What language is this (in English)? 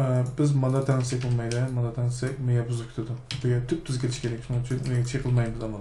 Uyghur